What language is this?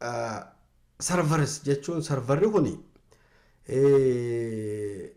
Oromo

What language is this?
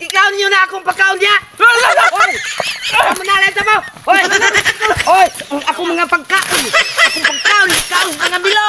Cebuano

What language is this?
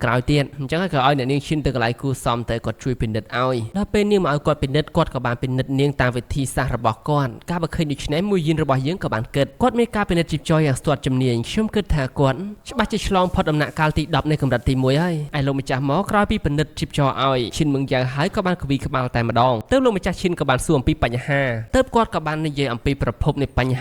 Khmer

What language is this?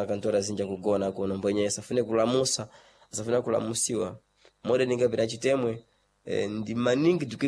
Sena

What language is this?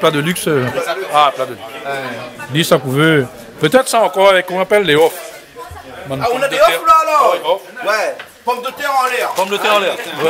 Réunion Creole French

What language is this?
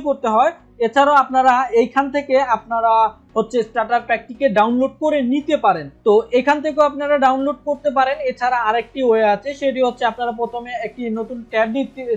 Bangla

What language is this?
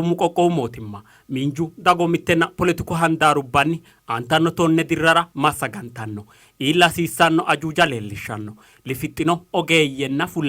Sidamo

